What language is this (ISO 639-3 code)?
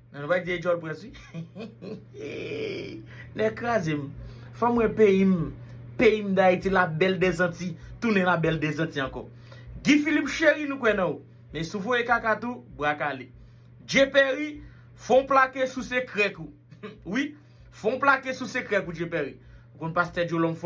hat